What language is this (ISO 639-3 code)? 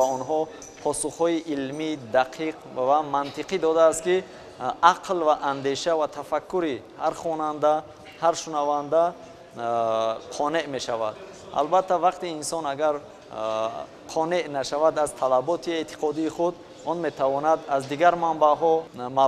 tgk